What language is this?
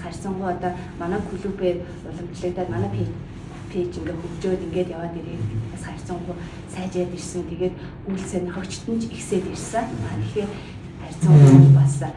Mongolian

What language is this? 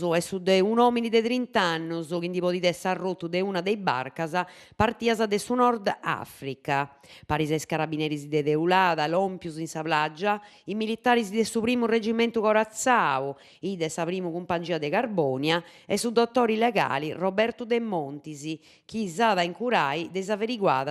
Sardinian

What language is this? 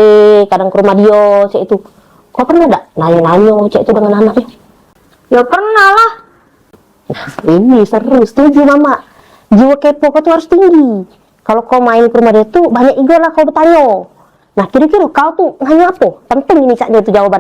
Musi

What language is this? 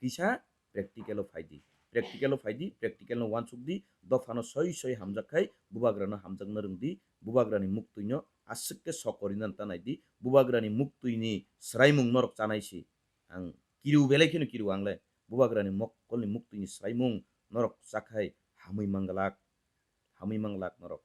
Kok Borok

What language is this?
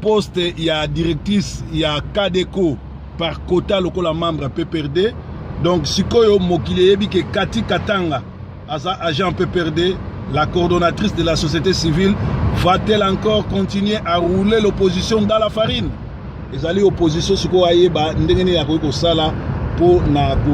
Lingala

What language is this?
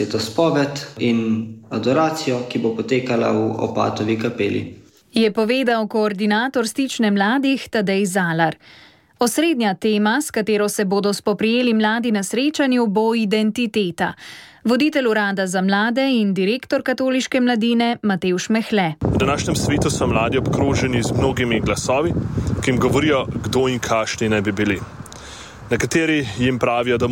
Slovenian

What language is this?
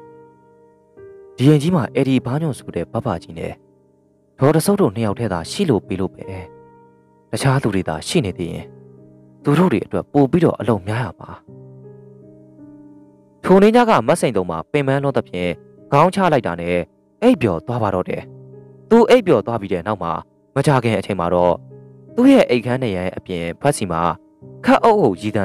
Burmese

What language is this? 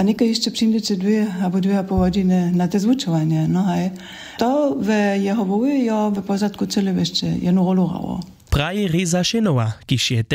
Upper Sorbian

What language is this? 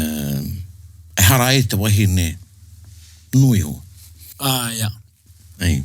Māori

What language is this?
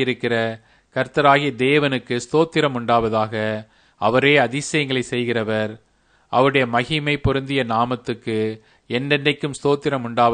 Tamil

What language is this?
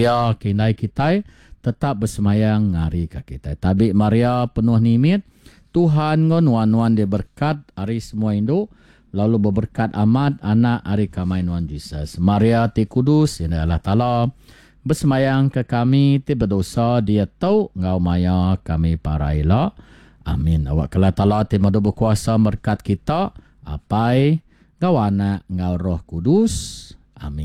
Iban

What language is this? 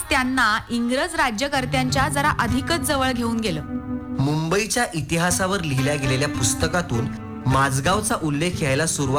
Marathi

